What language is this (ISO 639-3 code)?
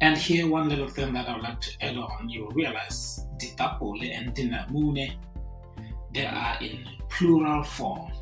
tsn